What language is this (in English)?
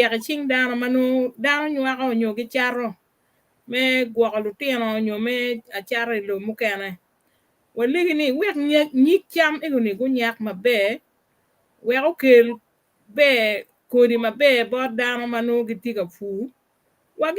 Acoli